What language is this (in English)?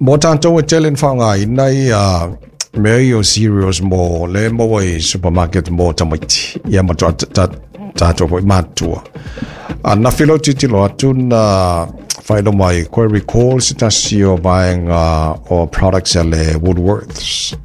Samoan